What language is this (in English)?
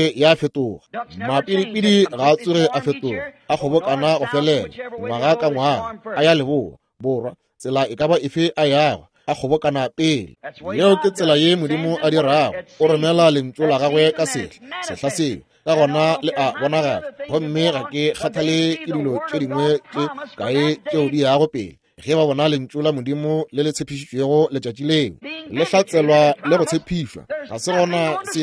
Northern Sotho